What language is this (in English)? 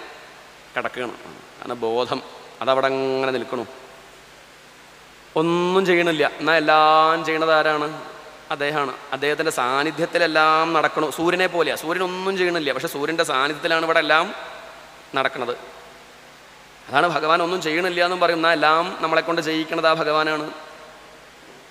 Malayalam